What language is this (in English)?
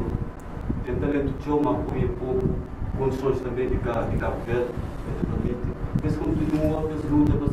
Kabuverdianu